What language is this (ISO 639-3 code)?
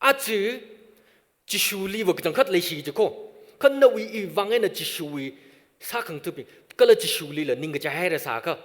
nmf